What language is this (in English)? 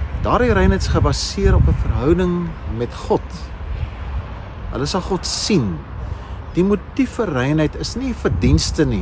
Afrikaans